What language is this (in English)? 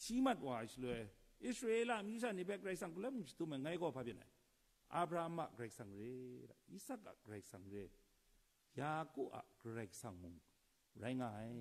Kachin